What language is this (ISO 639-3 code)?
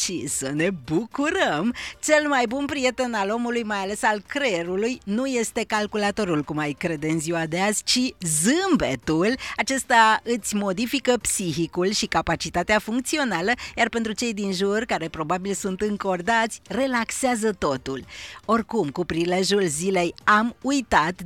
ron